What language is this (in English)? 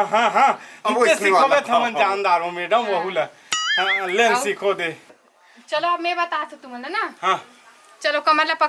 Chhattisgarhi